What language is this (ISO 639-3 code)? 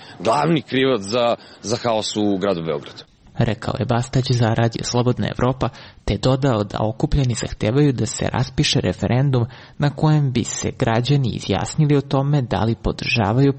srp